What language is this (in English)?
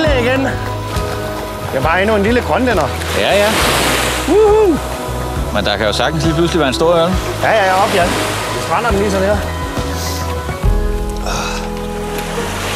Danish